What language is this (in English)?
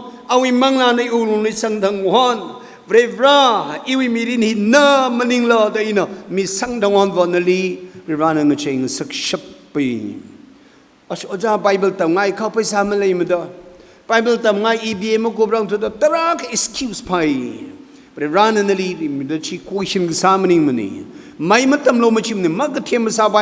Tangkhul Naga (India)